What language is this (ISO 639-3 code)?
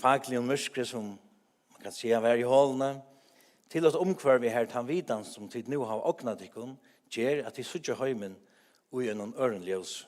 fao